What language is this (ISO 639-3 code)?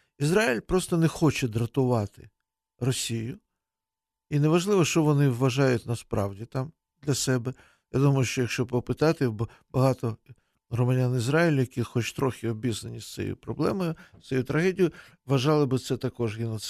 ukr